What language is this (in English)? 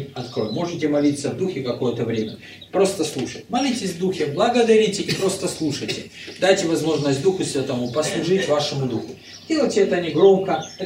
Russian